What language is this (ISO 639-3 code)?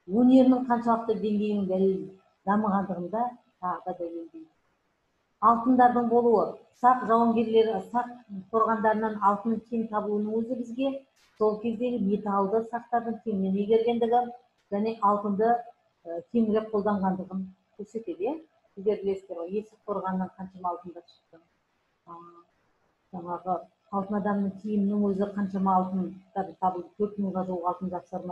kaz